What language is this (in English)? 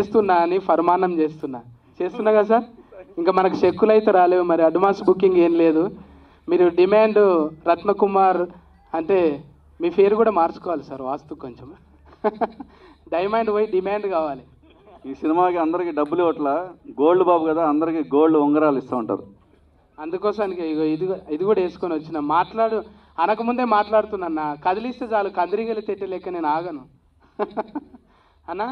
Telugu